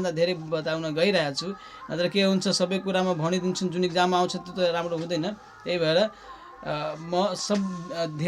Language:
Nepali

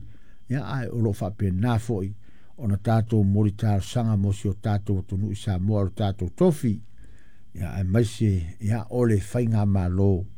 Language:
Samoan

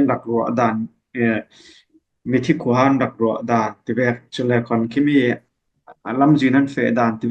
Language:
Falam Chin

